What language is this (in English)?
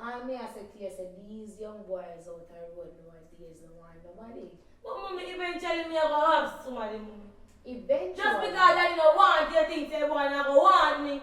Jamaican Creole English